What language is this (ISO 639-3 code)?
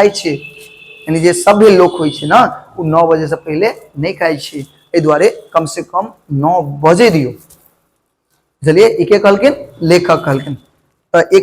mai